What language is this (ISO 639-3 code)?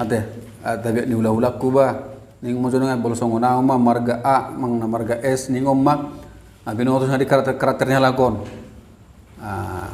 bbc